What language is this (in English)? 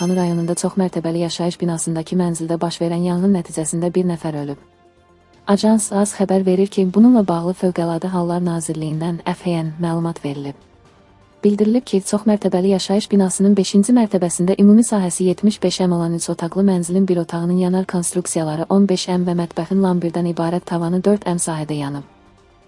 Azerbaijani